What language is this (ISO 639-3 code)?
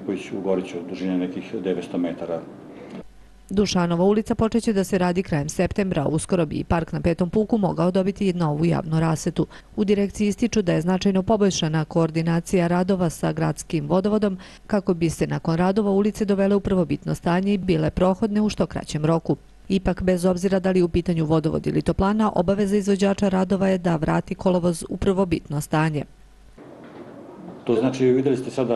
srp